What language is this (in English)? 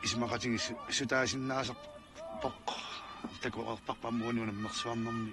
Kalaallisut